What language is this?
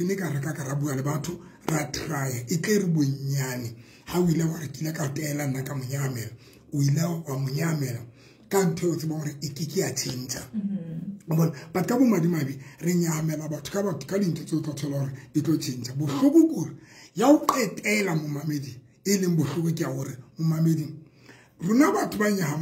Southern Sotho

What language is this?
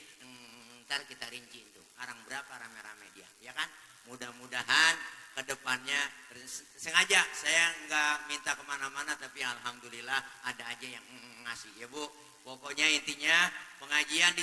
Betawi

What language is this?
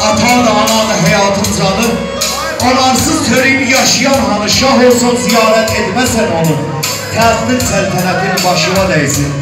South Azerbaijani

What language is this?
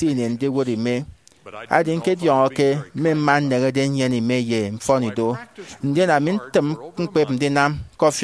Efik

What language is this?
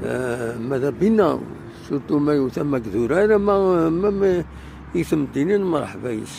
Kabyle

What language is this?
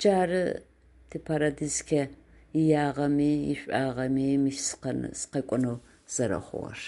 Adyghe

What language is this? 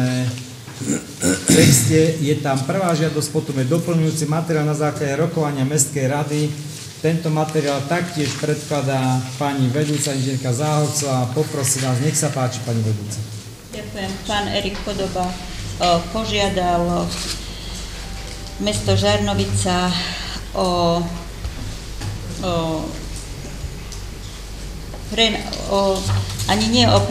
Slovak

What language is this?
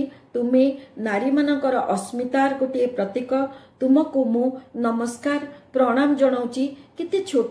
Odia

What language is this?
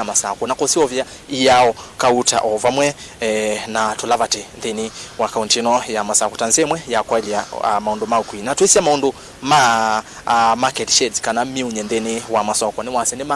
Kamba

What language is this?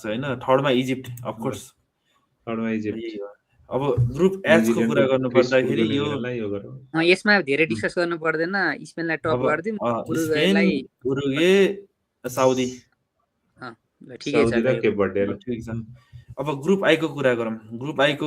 Nepali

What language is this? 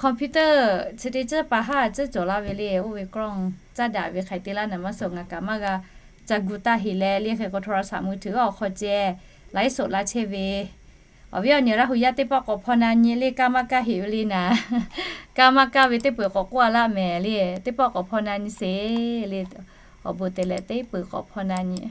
Lahu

